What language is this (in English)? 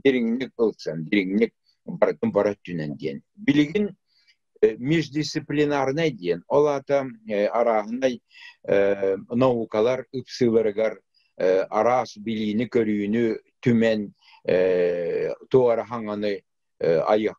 Yakut